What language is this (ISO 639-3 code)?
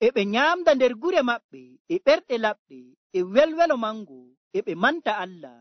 fuv